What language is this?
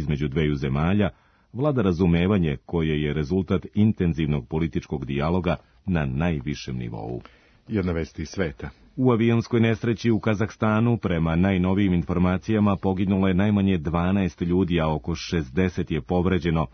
Serbian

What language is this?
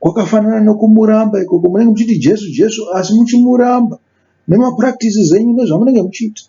Shona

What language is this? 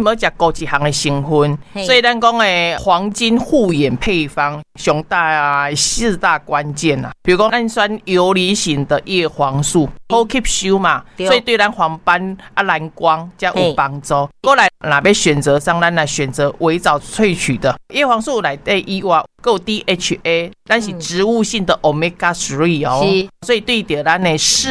Min Nan Chinese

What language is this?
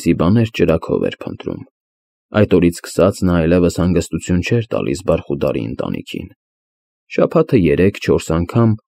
Armenian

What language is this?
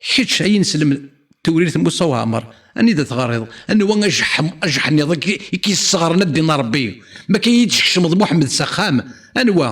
Kabyle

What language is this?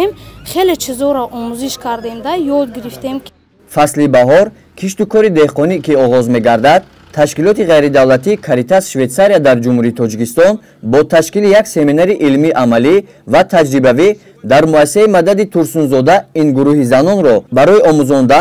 Tajik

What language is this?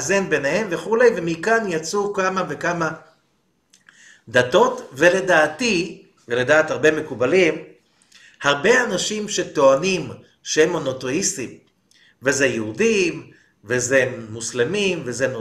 Hebrew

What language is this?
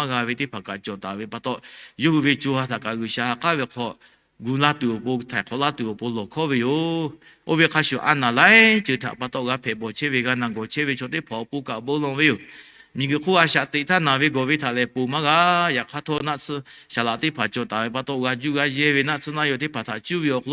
Lahu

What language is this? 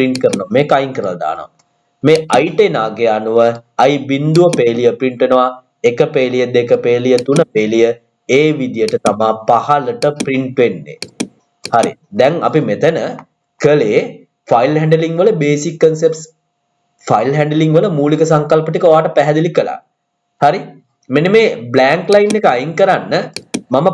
Sinhala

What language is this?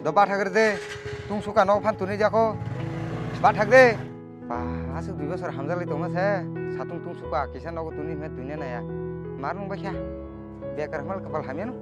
Kok Borok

